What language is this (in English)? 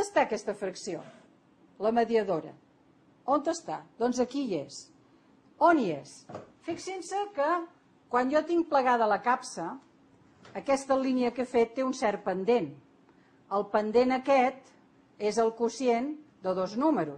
Catalan